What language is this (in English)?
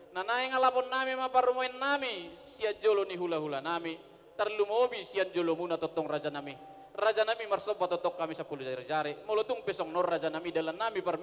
Batak Toba